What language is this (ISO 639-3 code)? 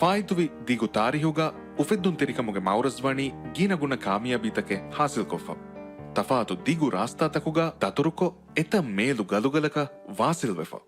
div